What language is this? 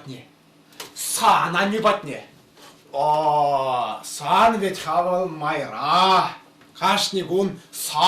Chuvash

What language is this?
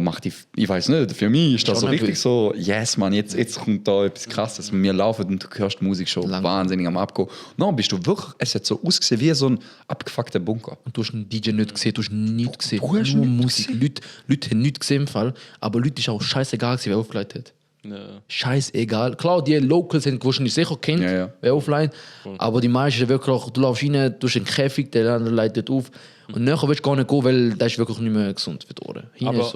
Swiss German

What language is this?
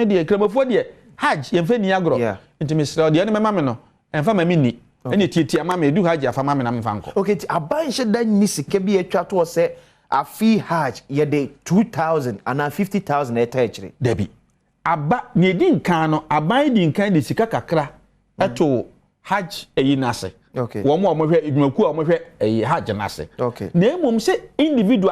Akan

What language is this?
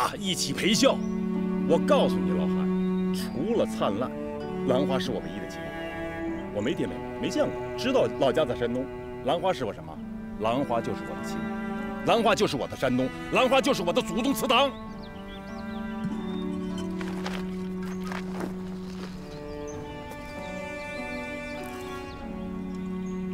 Chinese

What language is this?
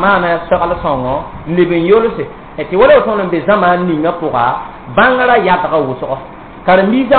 Mossi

